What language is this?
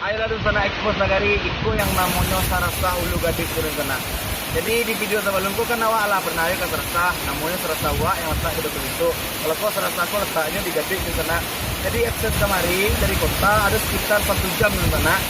Minangkabau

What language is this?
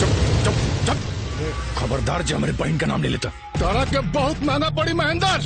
Maithili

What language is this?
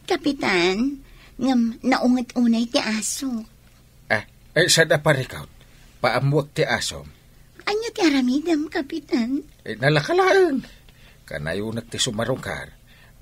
Iloko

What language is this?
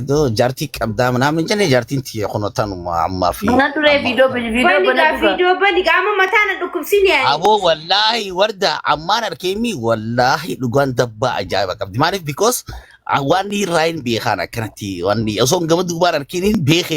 Oromo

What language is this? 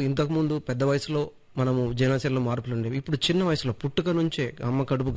Telugu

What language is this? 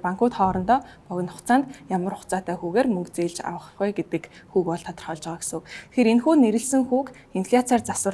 Mongolian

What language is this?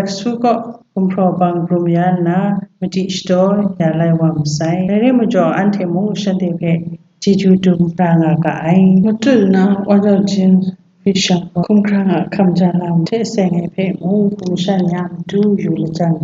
Kachin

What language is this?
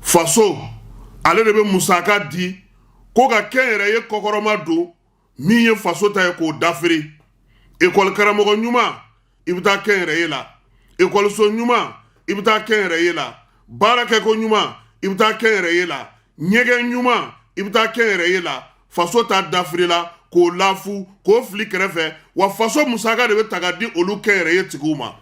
Bambara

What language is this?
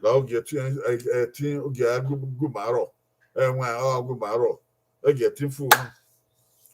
Bini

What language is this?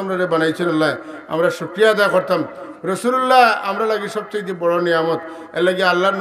Sylheti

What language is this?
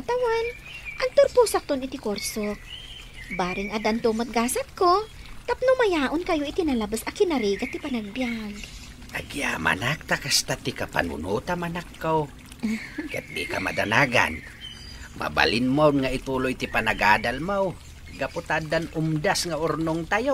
Iloko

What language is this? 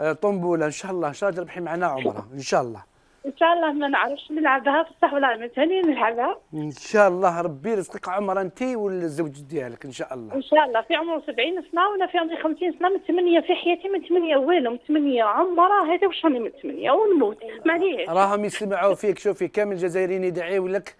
Algerian Arabic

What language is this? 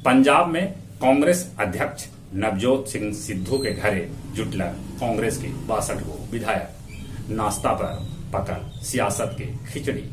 Magahi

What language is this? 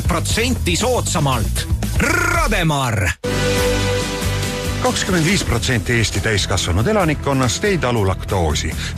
Estonian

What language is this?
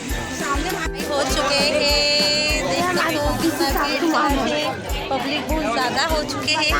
Chhattisgarhi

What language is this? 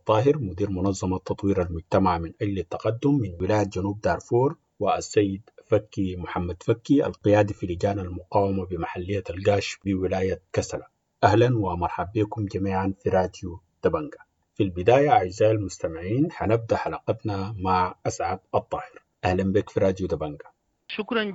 Sudanese Arabic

